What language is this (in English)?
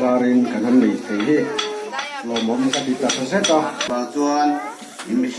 Mizo